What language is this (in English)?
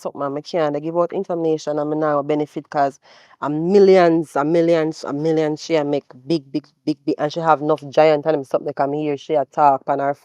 Jamaican Creole English